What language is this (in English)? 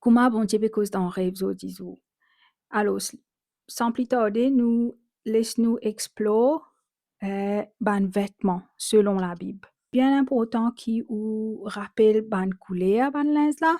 Morisyen